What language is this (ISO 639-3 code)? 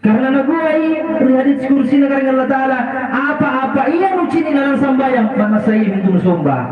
mak